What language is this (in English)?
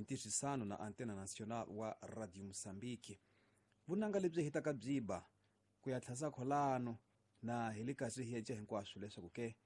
Tsonga